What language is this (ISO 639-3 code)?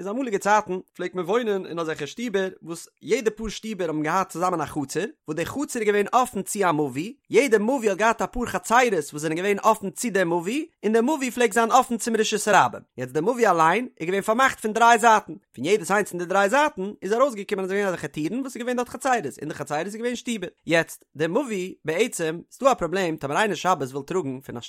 yid